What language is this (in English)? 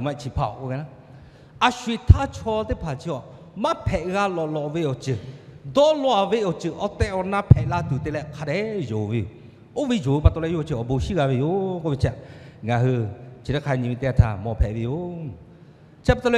Lahu